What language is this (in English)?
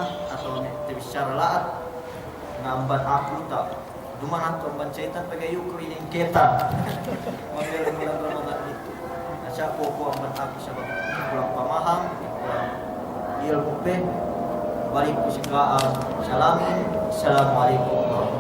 Yakan